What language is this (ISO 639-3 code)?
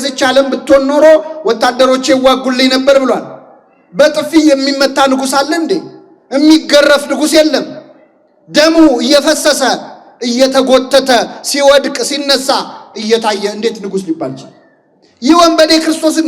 amh